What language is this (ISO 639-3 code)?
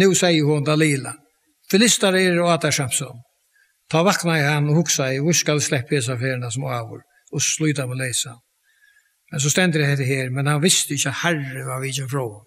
fao